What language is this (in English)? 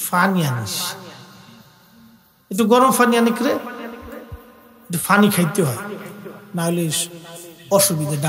Bangla